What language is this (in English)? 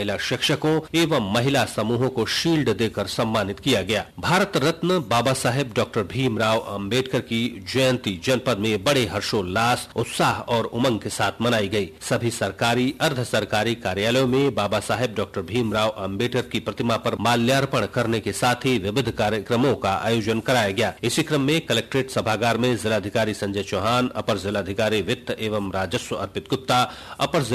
Hindi